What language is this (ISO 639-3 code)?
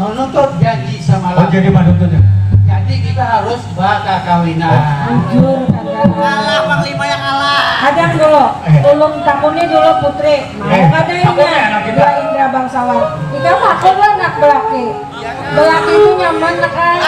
bjn